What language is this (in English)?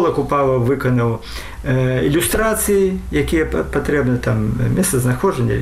Belarusian